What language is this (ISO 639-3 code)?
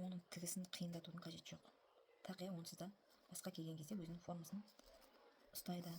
kaz